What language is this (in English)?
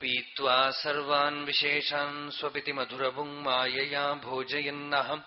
Sanskrit